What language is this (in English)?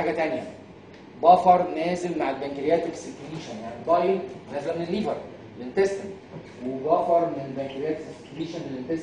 Egyptian Arabic